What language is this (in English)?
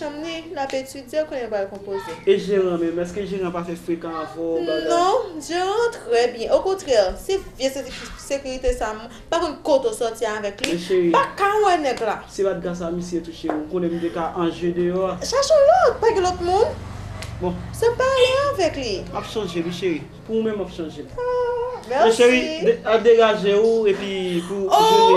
Haitian Creole